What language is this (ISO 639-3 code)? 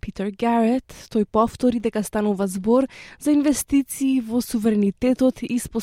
mkd